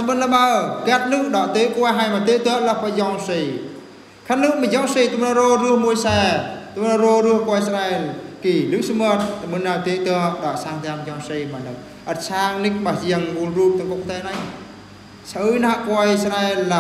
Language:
Eastern Bru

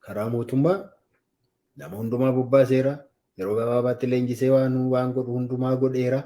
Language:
Oromo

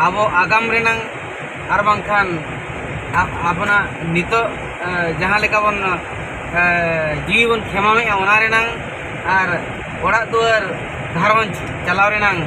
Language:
Santali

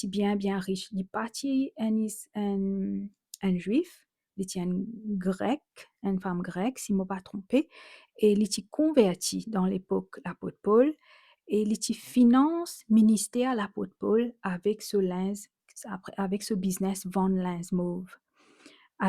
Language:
Morisyen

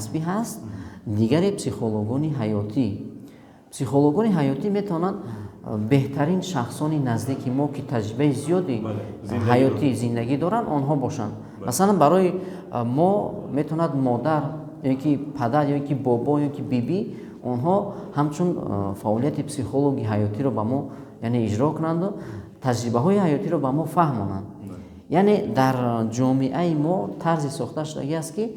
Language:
Tajik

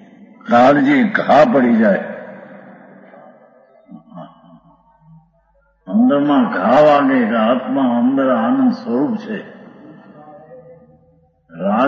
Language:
Gujarati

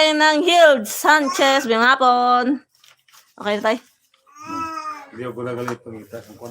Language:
Hiligaynon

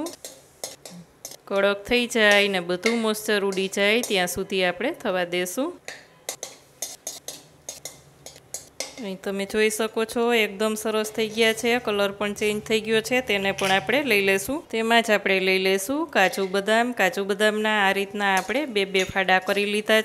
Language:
Gujarati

